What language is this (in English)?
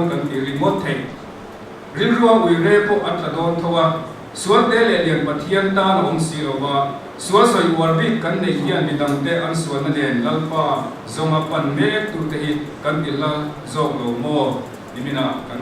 Mizo